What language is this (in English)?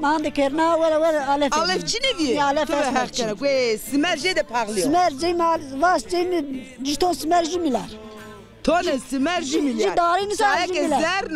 Zaza